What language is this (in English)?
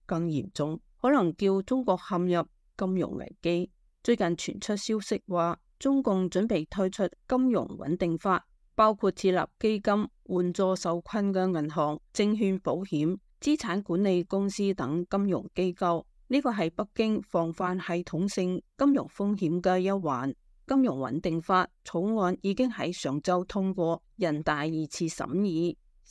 Cantonese